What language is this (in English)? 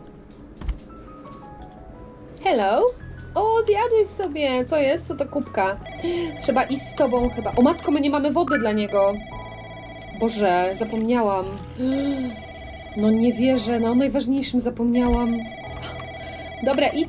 Polish